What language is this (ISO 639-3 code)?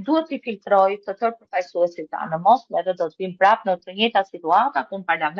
sqi